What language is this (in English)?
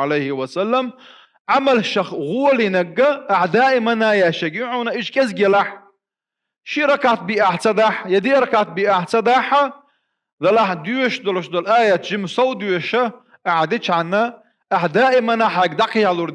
Chechen